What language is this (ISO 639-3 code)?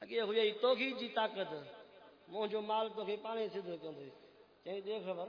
skr